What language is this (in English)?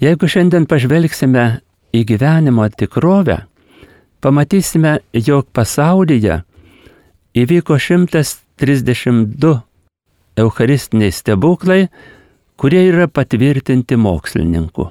Lithuanian